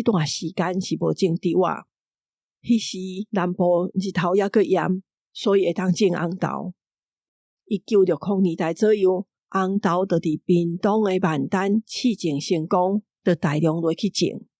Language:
Min Nan Chinese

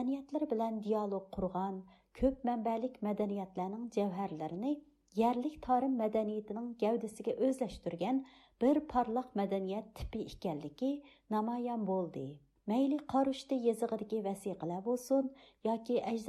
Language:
Uyghur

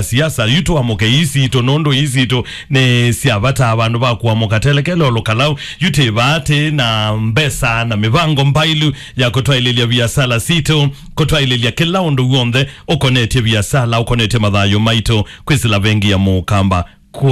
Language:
Kamba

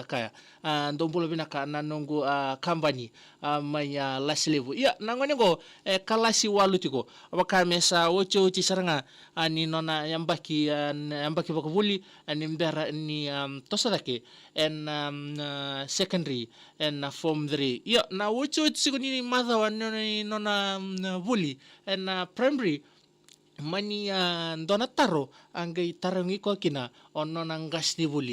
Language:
Fijian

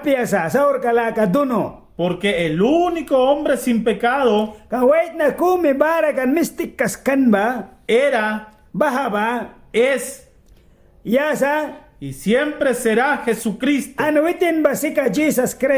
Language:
Mískito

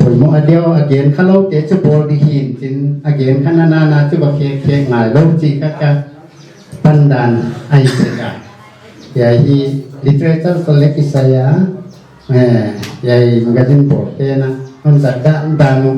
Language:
Paite Chin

